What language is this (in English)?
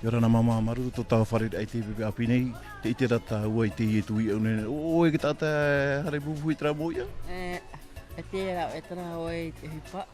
Tahitian